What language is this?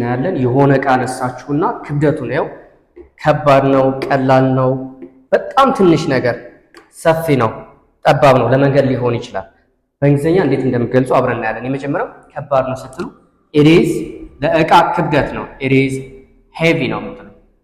Amharic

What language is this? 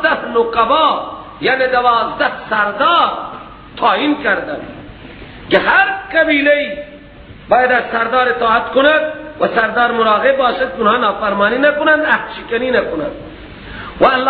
Persian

